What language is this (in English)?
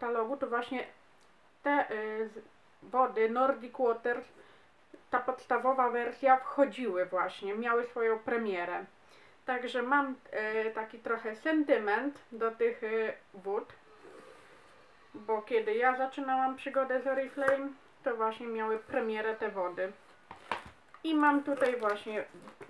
Polish